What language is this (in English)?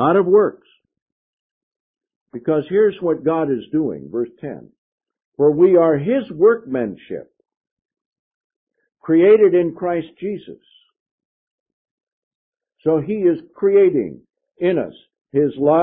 English